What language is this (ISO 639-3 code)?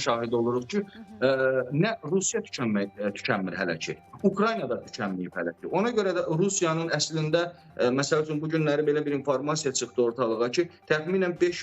aze